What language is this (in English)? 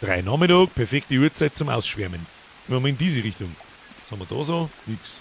Bavarian